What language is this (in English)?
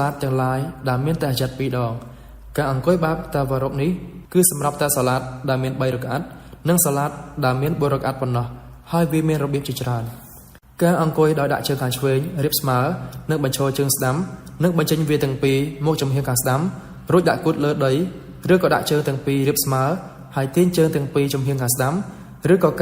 Khmer